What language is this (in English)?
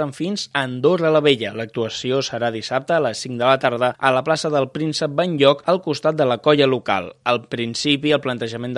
Catalan